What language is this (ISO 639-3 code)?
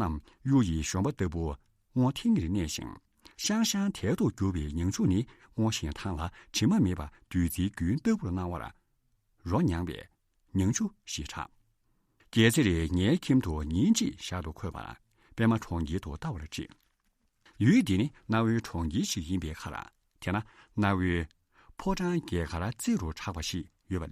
bod